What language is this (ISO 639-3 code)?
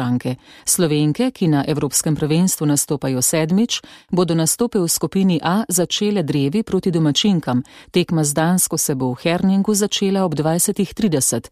slv